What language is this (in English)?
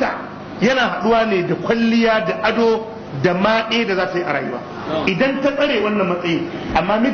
Hausa